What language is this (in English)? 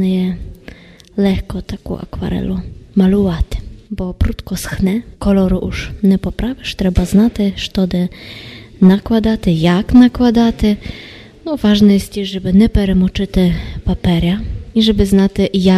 Rusyn